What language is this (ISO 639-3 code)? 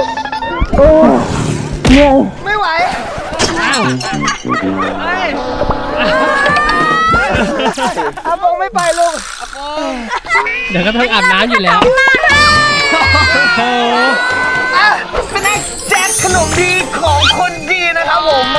tha